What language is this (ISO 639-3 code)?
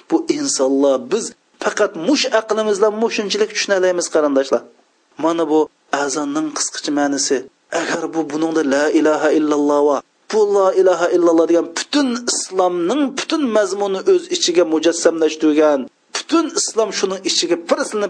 uig